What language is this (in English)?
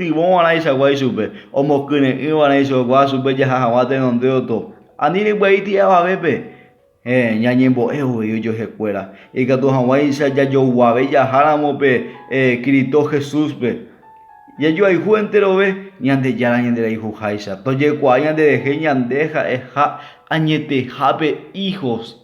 Guarani